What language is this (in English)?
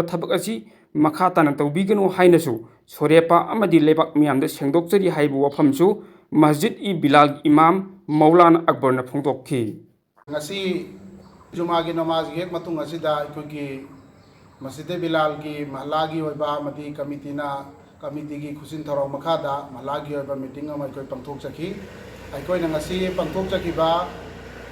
Manipuri